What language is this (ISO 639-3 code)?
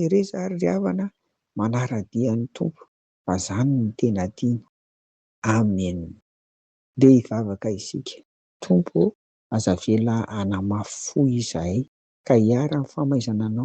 mlg